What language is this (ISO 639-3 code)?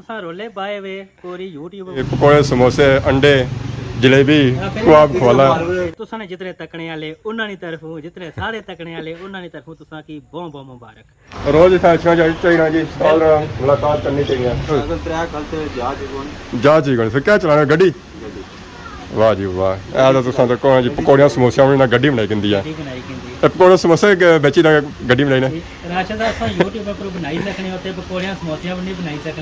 phr